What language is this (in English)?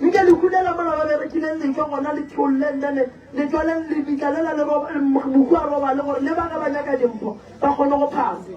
Northern Sotho